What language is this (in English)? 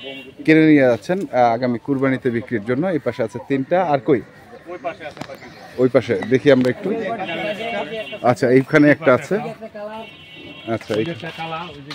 Bangla